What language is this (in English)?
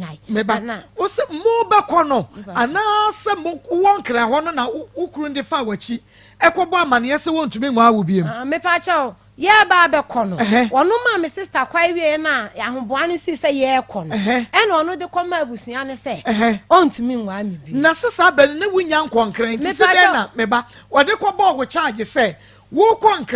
Akan